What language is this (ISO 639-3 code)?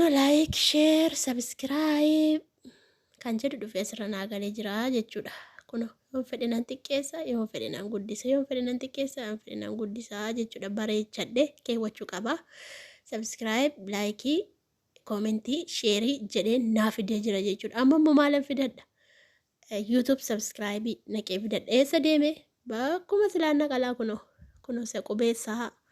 orm